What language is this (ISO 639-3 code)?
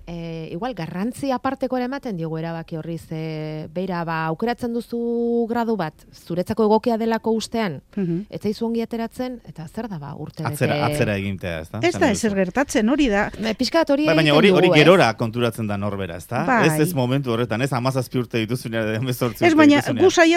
eus